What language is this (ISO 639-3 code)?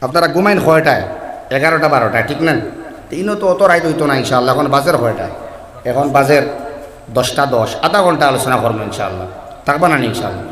syl